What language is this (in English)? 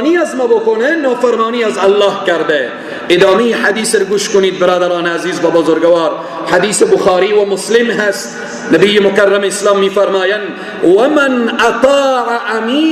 Persian